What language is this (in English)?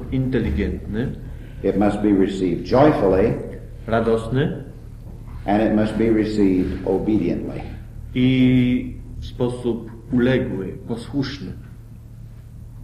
Polish